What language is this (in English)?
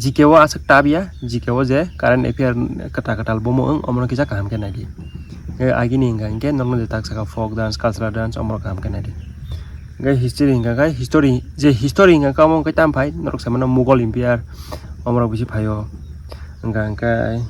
Kok Borok